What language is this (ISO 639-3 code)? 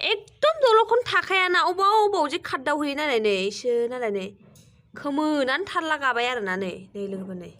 brx